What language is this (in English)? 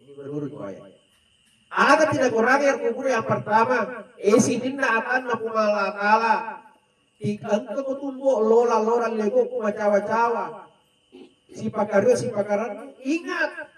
Buginese